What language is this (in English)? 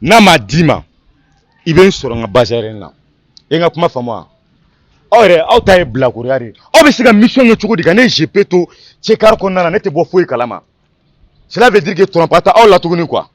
Bambara